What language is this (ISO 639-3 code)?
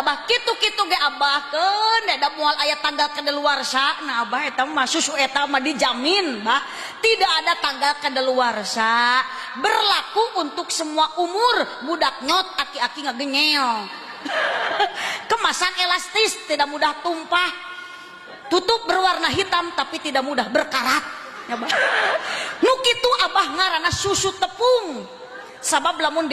sun